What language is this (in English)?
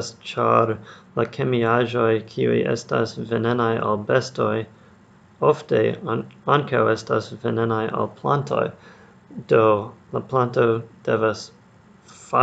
Esperanto